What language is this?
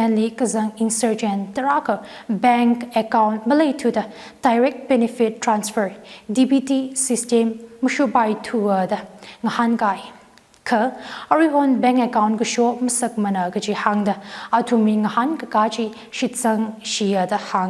Tangkhul Naga (India)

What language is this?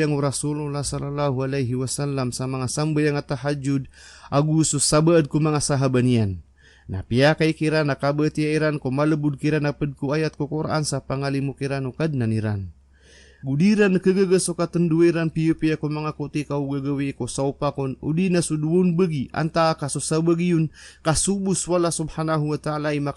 Maranao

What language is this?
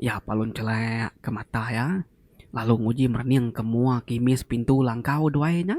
Iban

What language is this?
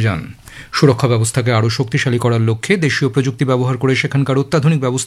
Bangla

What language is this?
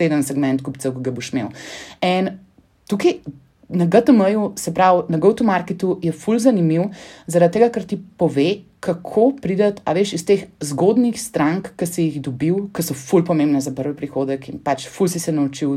Slovenian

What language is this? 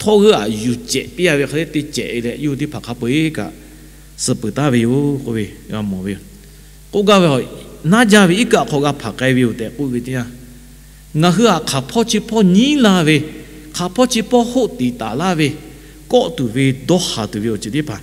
Lahu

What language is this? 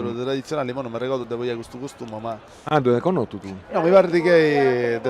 Sardinian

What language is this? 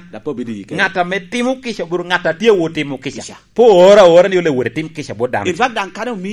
Lango (Uganda)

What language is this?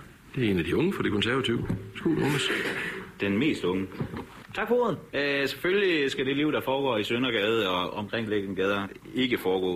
Danish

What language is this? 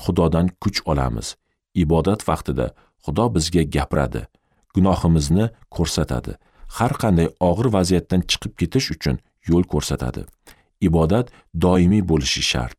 Uzbek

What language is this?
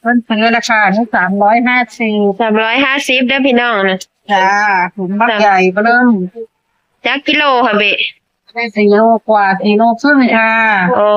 Northeastern Thai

